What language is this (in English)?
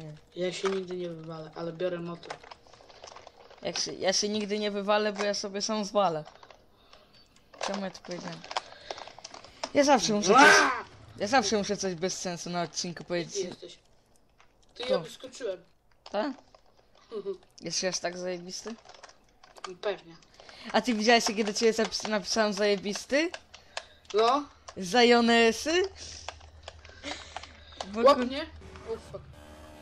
Polish